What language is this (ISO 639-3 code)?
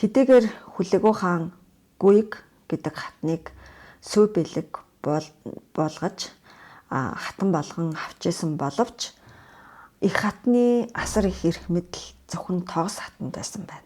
mon